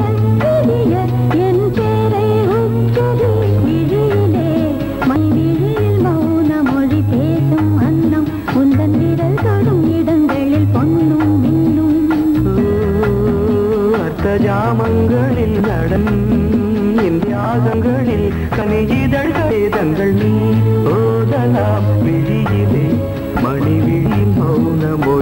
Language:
Tamil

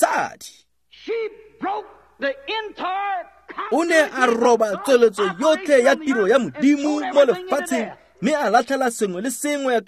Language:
Tswana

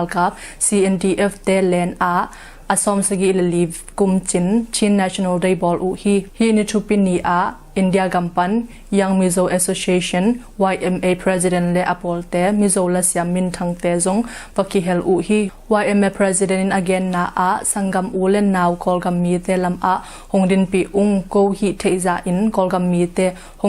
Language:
Tedim Chin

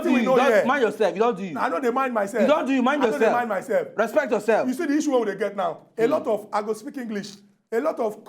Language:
Nigerian Pidgin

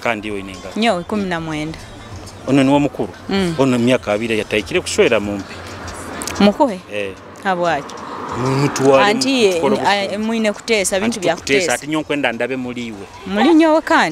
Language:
Nyoro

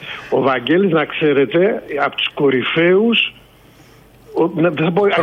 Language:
Greek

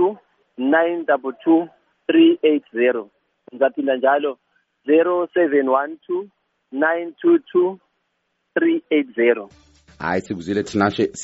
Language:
North Ndebele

